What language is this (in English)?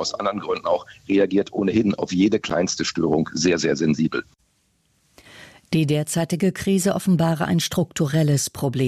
German